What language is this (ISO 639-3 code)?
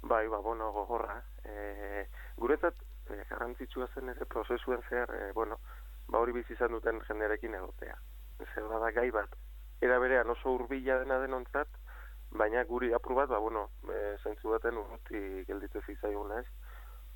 eus